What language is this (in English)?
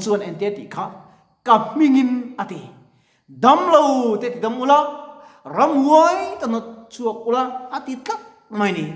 Mizo